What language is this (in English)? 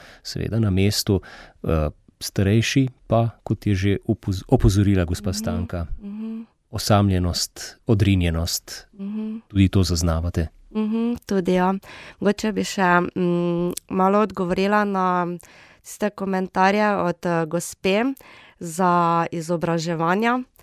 Slovenian